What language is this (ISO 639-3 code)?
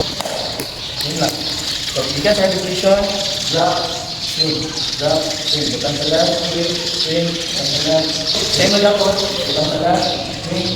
ceb